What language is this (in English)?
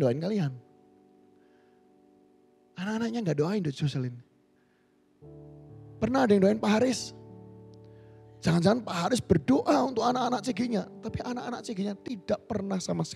Indonesian